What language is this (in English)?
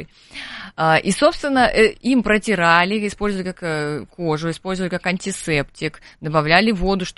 Russian